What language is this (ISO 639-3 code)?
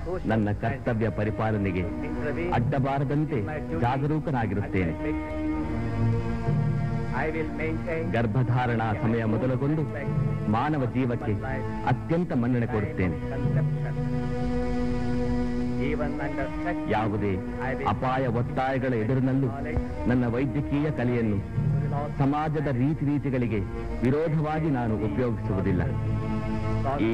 kan